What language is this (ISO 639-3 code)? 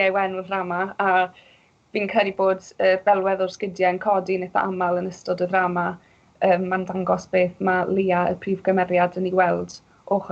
cym